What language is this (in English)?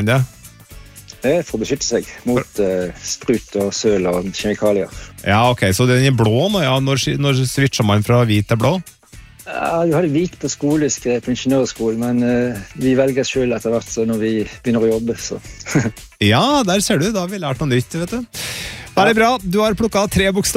Norwegian